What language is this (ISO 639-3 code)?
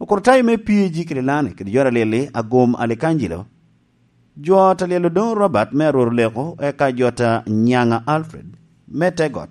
laj